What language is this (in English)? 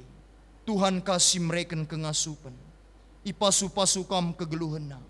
Batak Karo